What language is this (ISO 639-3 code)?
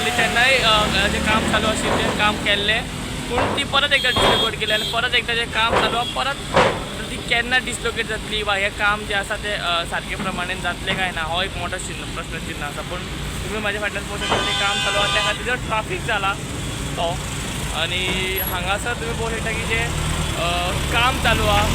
kok